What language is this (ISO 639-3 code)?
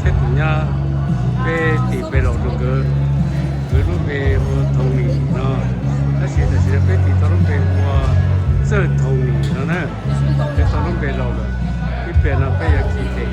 hmn